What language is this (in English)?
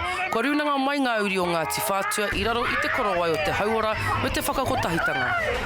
Māori